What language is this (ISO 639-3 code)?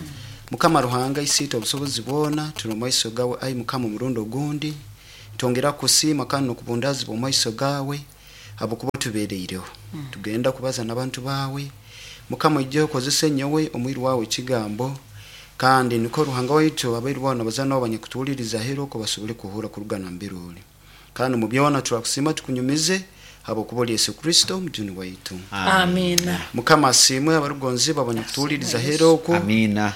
nyo